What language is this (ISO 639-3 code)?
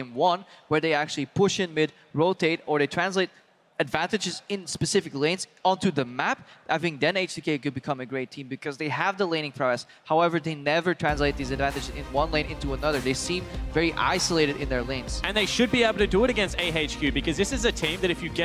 eng